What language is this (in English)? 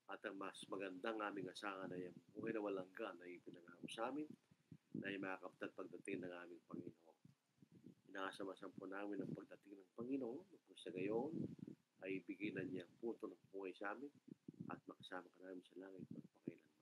Filipino